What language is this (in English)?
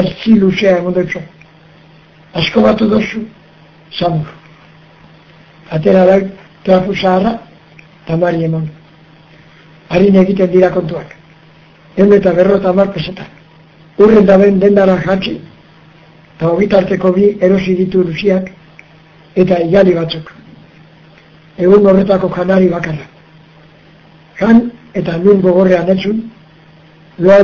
Basque